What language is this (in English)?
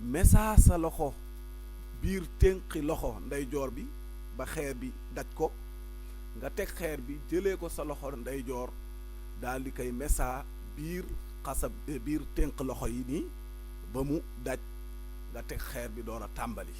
Wolof